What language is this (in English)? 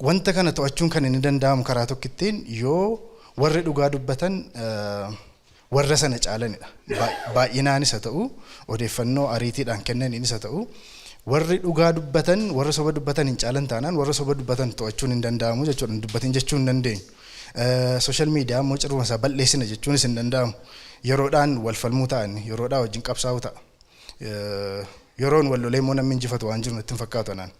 Oromo